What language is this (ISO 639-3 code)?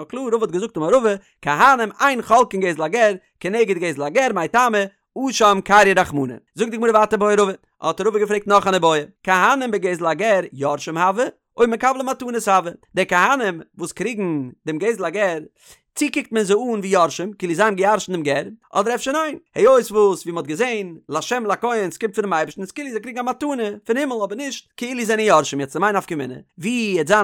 yid